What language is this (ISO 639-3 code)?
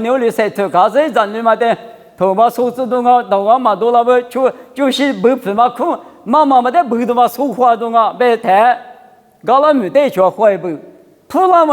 lis